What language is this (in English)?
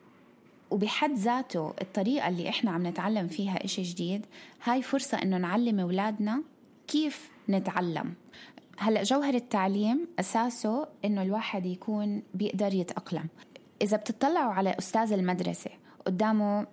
North Levantine Arabic